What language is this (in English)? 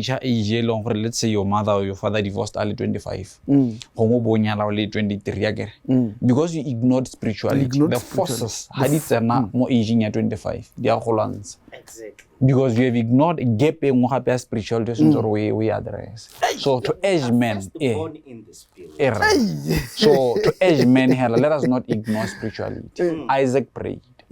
Tswana